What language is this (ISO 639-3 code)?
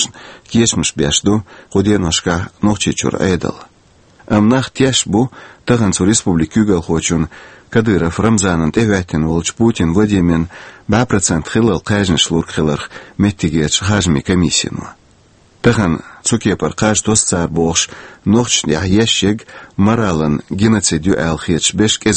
che